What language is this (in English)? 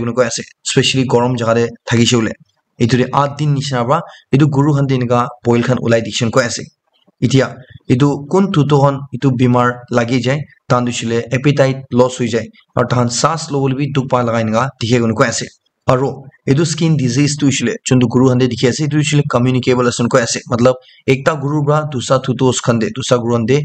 Naga Pidgin